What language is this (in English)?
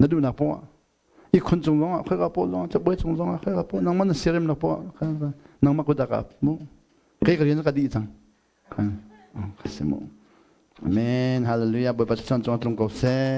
Hakha Chin